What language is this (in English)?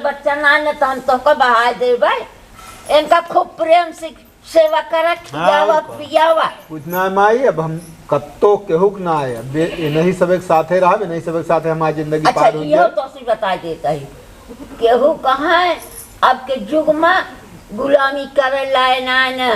Awadhi